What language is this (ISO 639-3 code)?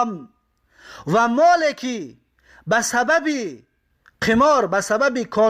tgk